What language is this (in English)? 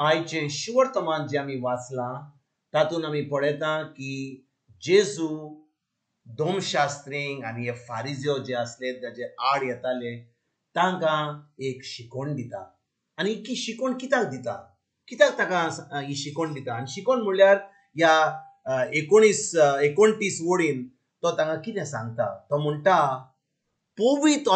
Konkani